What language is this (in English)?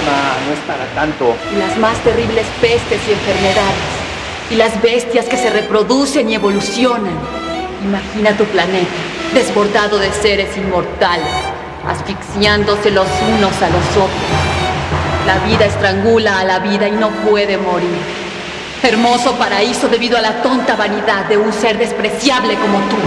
Spanish